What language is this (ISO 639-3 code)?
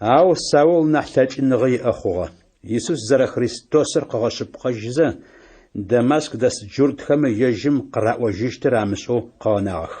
ady